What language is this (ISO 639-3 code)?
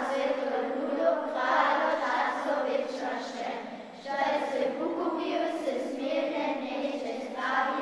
hsb